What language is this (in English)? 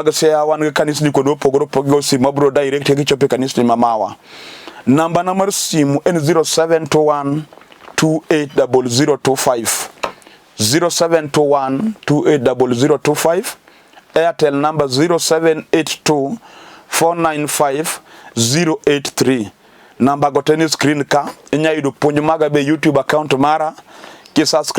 Luo (Kenya and Tanzania)